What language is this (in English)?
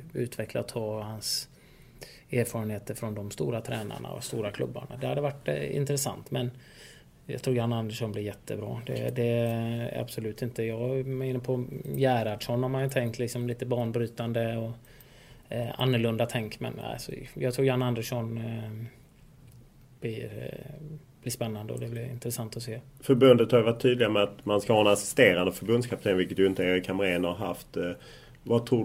Swedish